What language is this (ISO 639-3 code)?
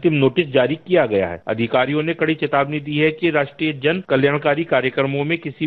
hin